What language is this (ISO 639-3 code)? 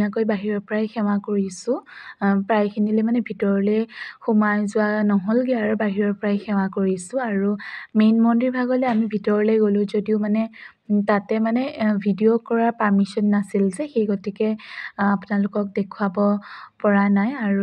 asm